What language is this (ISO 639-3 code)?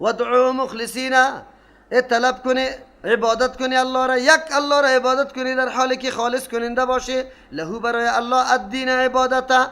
fas